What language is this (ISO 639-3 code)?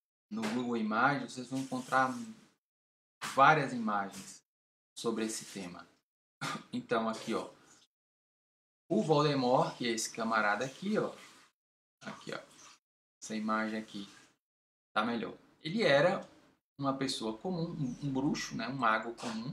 por